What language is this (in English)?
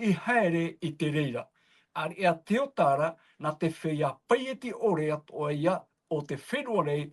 Tahitian